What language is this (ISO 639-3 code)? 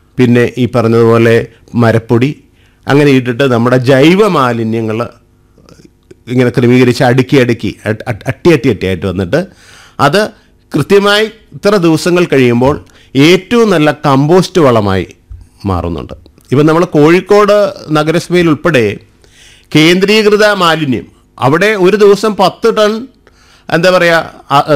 mal